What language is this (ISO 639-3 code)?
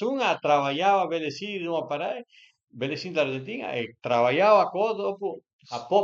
pms